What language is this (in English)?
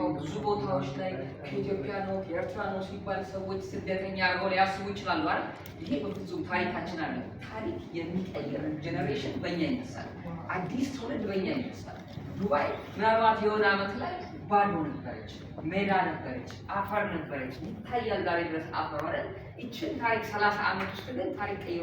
Amharic